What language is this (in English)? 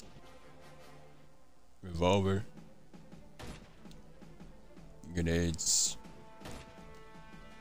English